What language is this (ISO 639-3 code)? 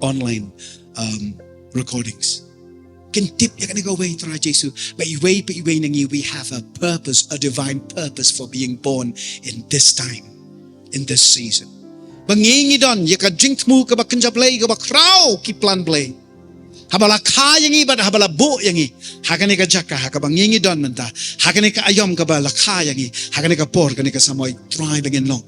kha